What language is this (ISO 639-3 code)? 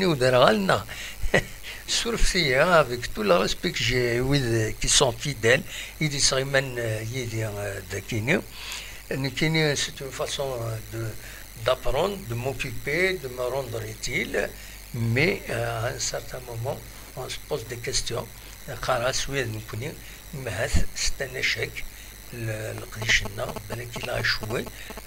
kab